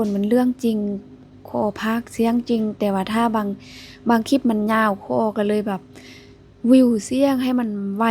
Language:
Lao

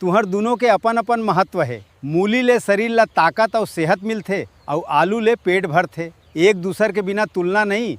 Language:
Chhattisgarhi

